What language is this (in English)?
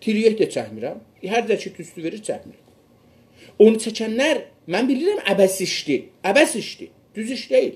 South Azerbaijani